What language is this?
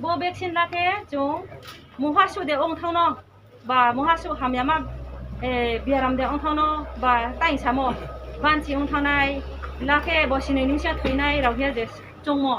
Riang (India)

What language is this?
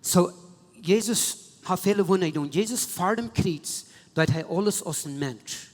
Plautdietsch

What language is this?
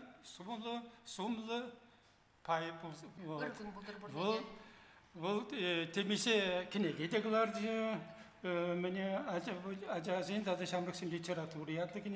Chuvash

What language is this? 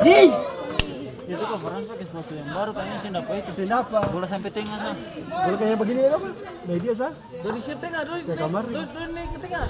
Ambonese Malay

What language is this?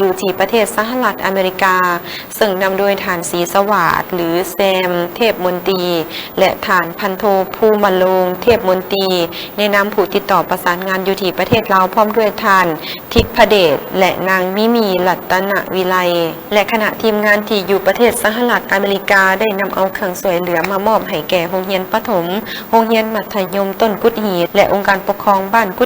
Lao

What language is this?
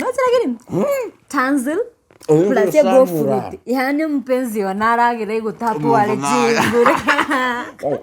Gusii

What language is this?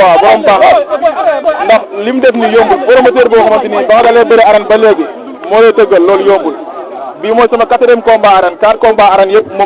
Wolof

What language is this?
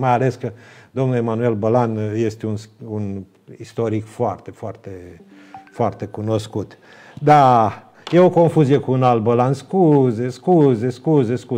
Romanian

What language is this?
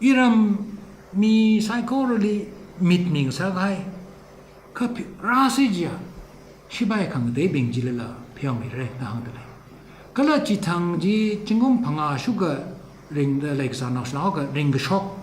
Tangkhul Naga (India)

